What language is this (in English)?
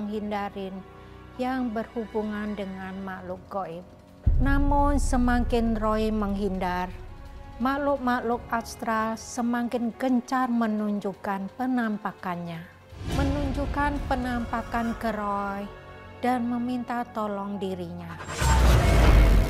Indonesian